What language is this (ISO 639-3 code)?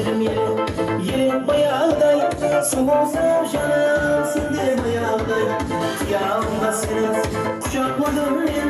tuk